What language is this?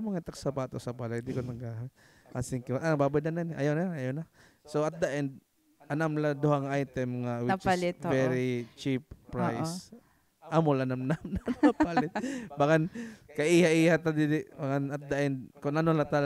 Waray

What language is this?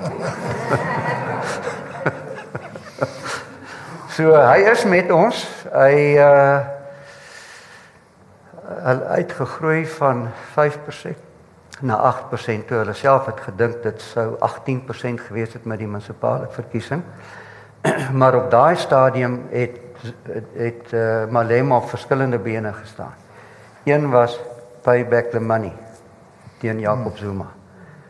Afrikaans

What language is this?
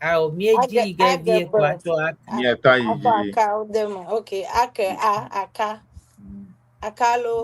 Ewe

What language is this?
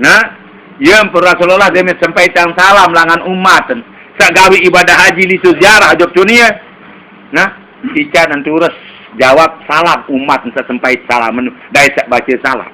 Sasak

